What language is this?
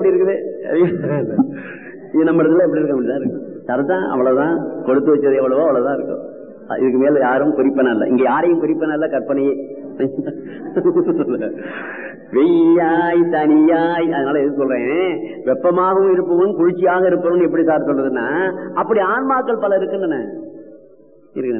Tamil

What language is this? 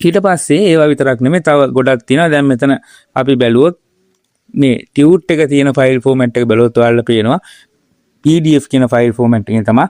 Sinhala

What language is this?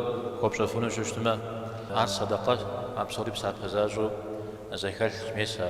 Kabardian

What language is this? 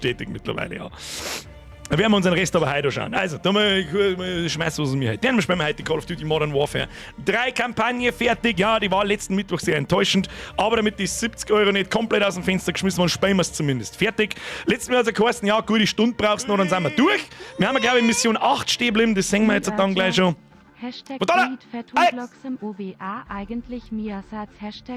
Bavarian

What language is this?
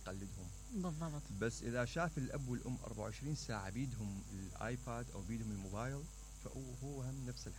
Mesopotamian Arabic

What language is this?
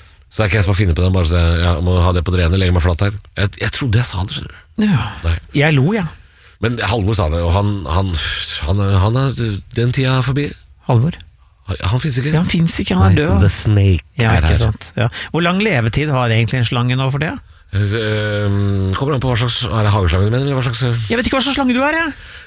Norwegian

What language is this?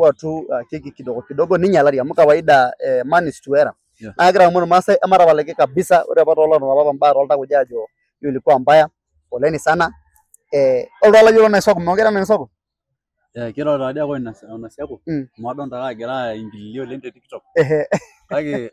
Masai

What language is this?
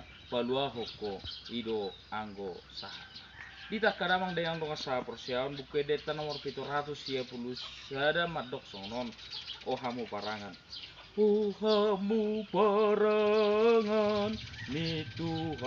Batak Toba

